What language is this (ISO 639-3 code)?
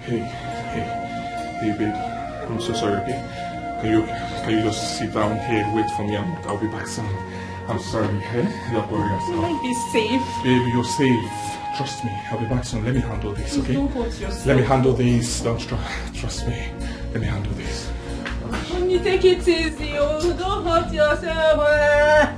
pcm